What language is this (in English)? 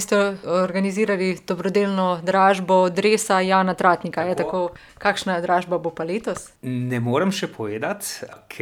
Slovenian